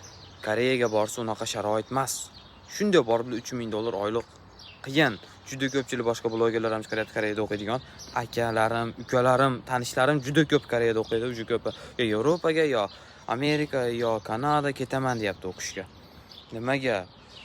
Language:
Uzbek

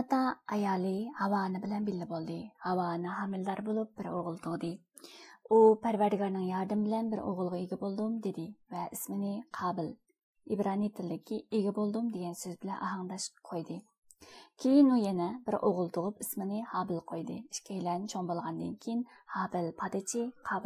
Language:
Uyghur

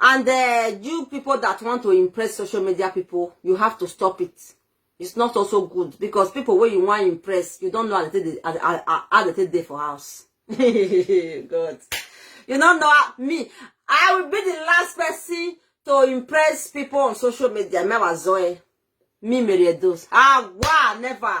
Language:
Nigerian Pidgin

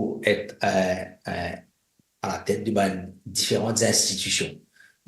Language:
Morisyen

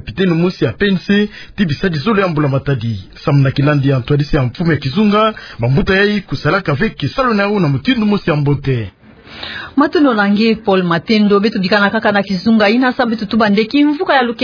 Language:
Kituba (Democratic Republic of Congo)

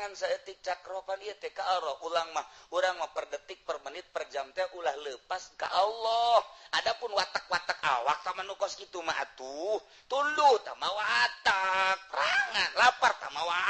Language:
Sundanese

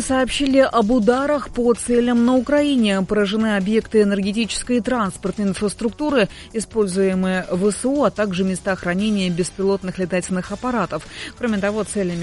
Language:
Russian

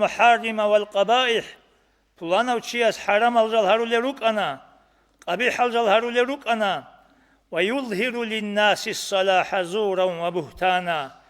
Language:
Avaric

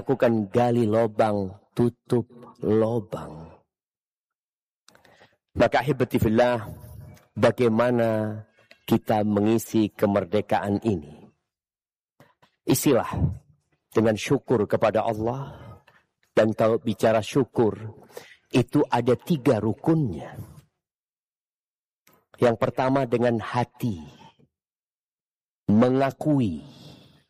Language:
Indonesian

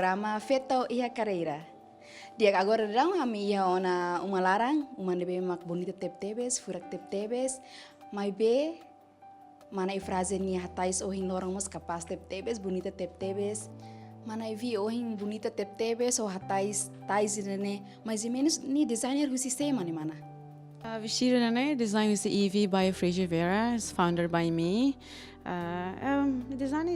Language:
Tetum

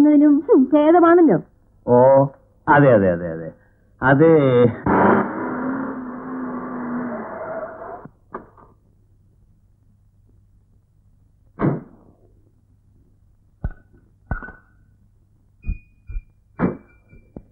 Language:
Malayalam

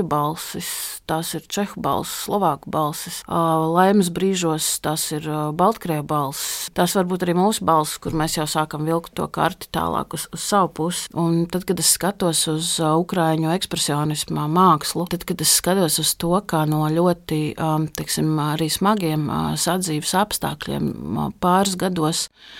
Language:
Latvian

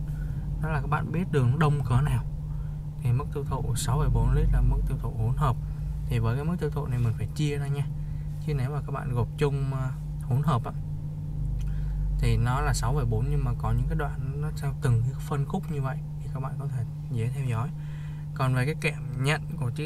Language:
Vietnamese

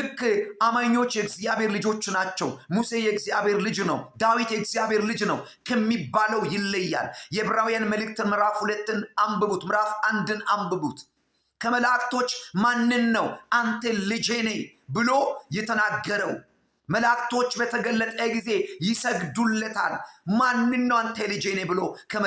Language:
Amharic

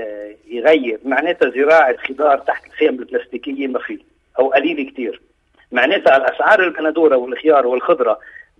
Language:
North Levantine Arabic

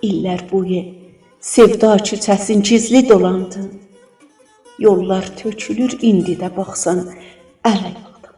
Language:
South Azerbaijani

